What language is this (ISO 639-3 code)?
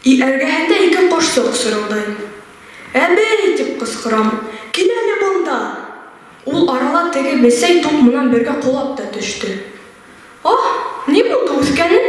bak